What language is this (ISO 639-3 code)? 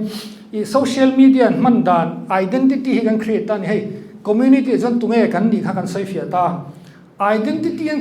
lus